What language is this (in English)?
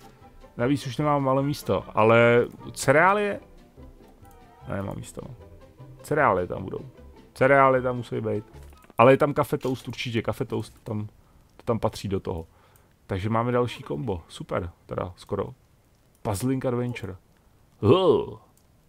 Czech